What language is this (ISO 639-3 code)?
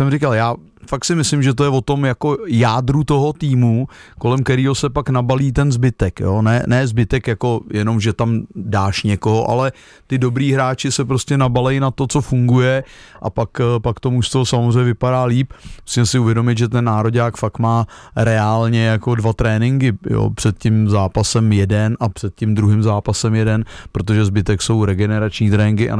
ces